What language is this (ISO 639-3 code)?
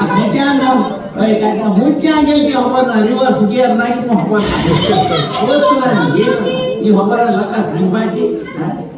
kok